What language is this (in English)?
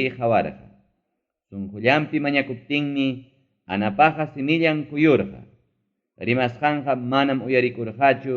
Ayacucho Quechua